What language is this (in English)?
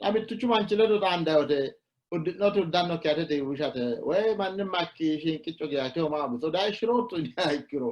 Sidamo